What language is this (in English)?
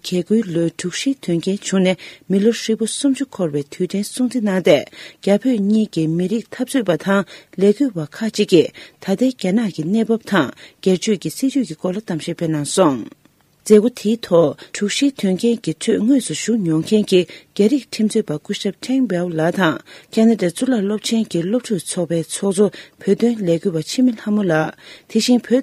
Tibetan